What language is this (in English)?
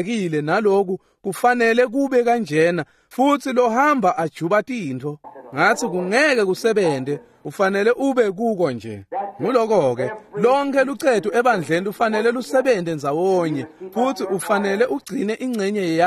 Swati